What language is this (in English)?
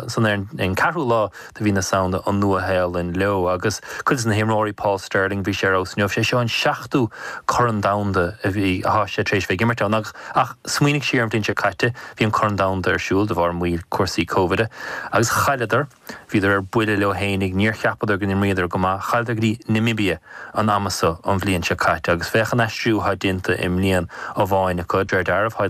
Irish